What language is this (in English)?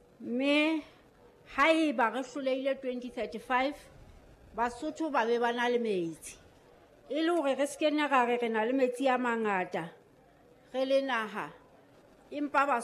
Southern Sotho